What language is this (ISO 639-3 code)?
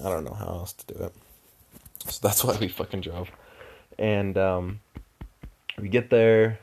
eng